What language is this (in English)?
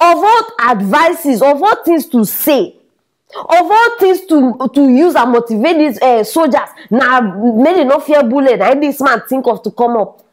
Nigerian Pidgin